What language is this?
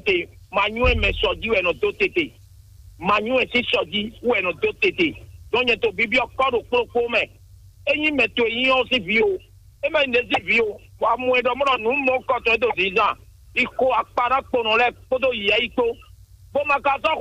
Fon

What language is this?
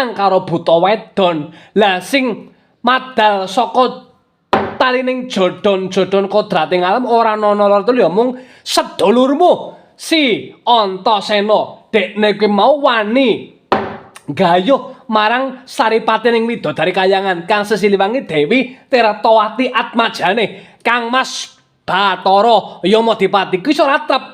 Javanese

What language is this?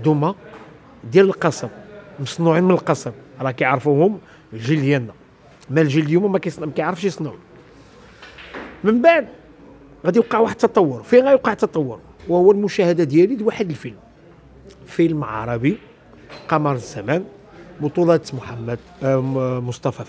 Moroccan Arabic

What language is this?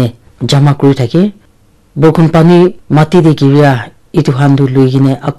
Naga Pidgin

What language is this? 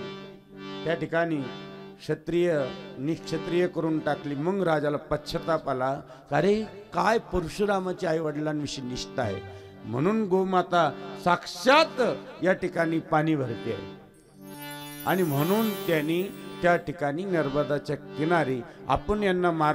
Marathi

